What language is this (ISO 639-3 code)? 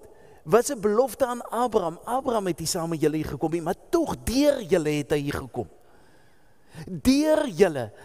afr